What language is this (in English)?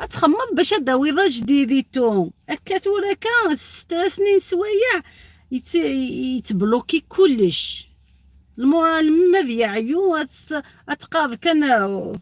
Algerian Arabic